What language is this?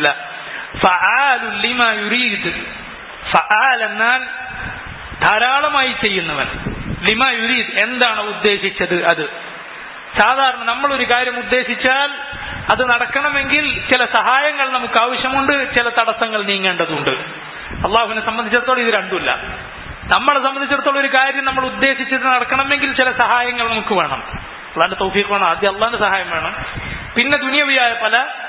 Malayalam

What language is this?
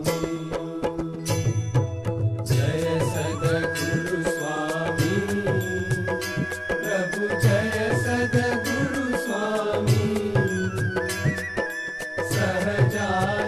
Gujarati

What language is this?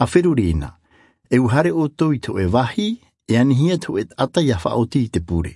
Rarotongan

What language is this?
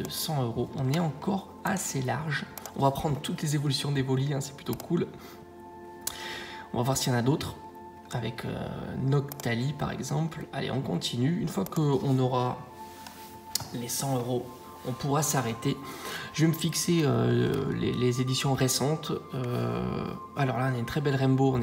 French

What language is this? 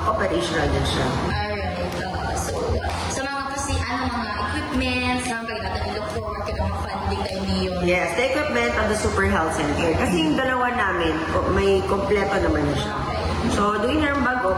Filipino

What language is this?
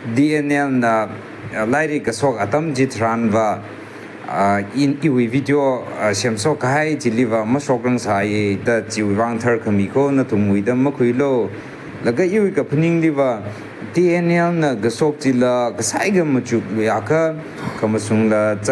Tangkhul Naga (India)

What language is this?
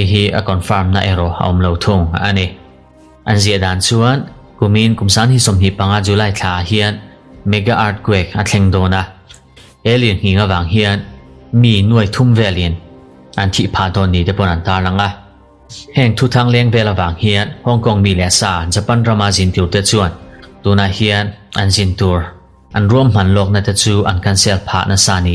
Mizo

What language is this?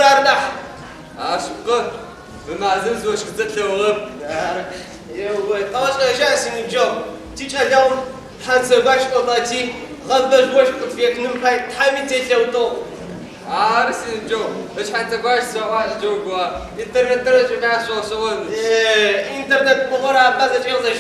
Adyghe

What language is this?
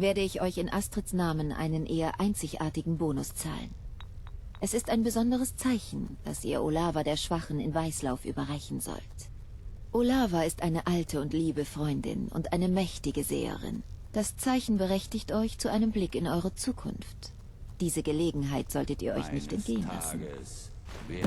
Bavarian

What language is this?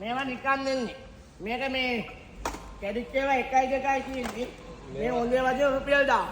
Sinhala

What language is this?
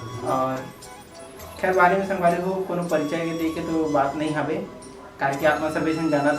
Chhattisgarhi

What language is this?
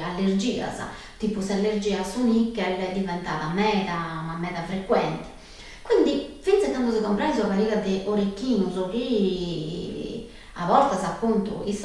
Sardinian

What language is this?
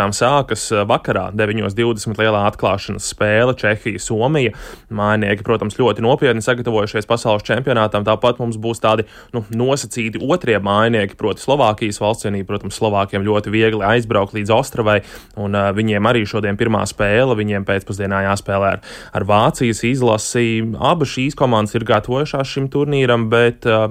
Latvian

